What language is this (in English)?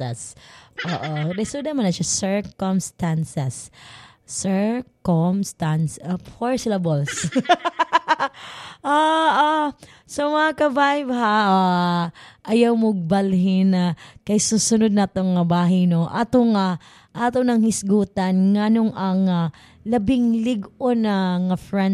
Cebuano